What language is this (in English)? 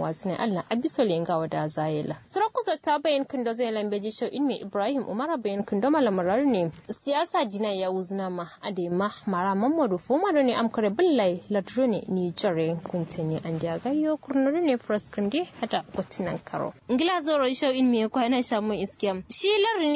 Kanuri